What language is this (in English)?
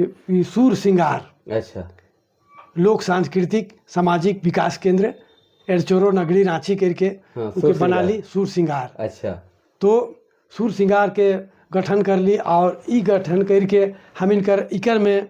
Sadri